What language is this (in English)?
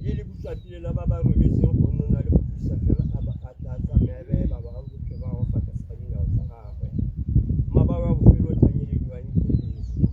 Tswana